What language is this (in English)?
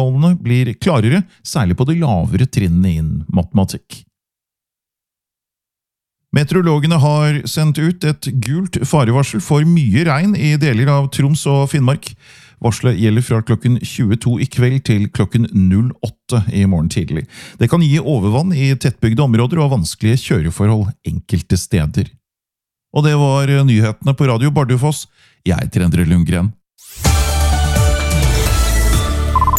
Norwegian